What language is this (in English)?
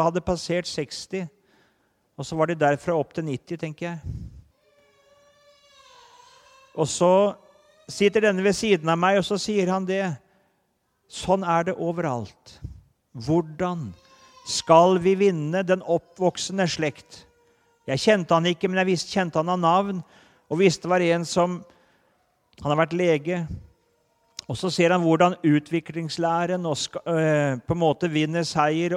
Norwegian